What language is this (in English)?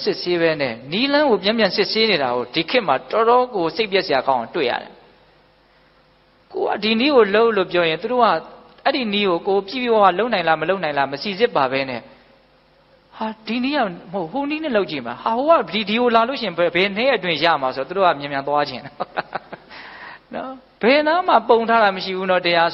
Burmese